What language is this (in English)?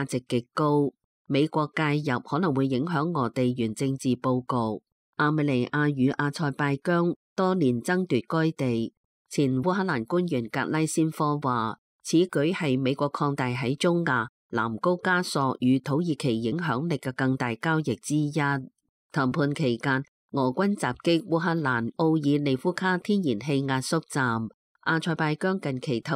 Cantonese